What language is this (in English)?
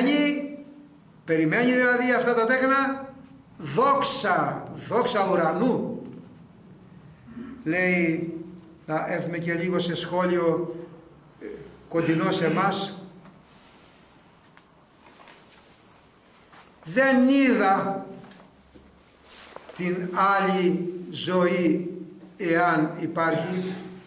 Greek